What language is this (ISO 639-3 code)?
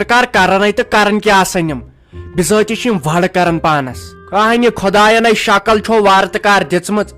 kas